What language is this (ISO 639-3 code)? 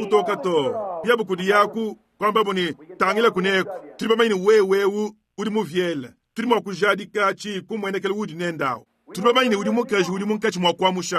lua